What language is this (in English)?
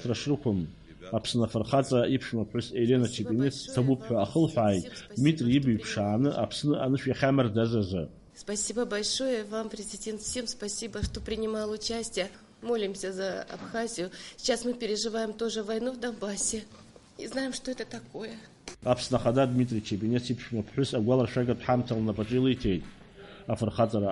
Abkhazian